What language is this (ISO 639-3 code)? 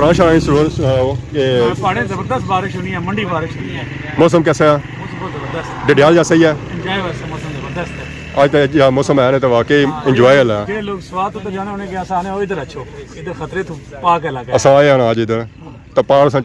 phr